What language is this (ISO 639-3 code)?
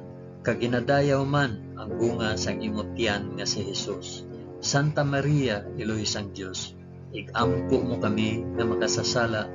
hil